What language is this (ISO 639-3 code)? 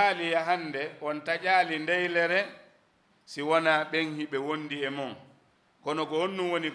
ful